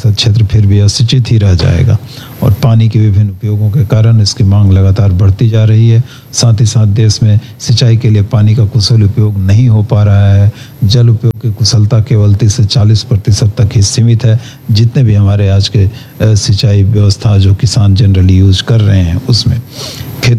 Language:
Hindi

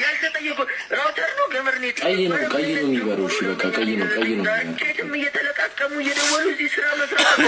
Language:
Amharic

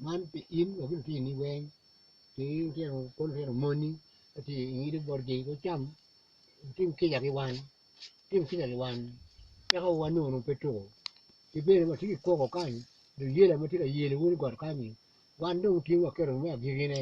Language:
Acoli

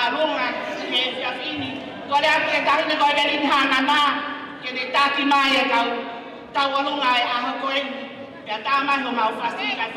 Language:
Tongan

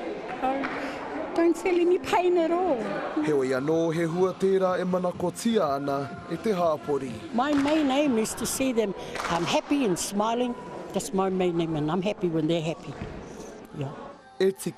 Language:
Māori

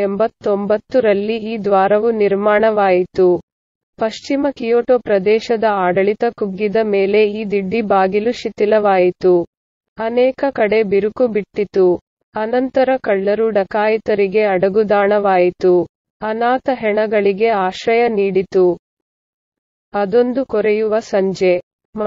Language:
Kannada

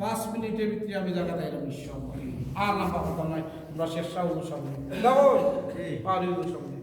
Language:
Sylheti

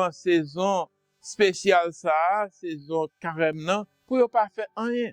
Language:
Haitian Creole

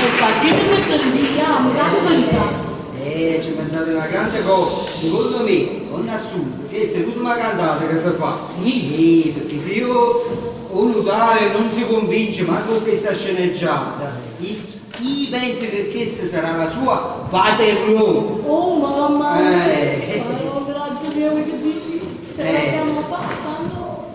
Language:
Neapolitan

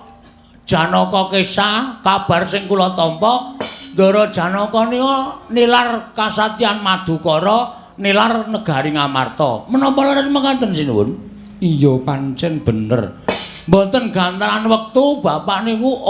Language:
Javanese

